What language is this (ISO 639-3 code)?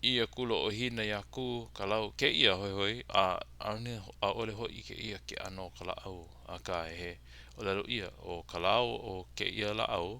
haw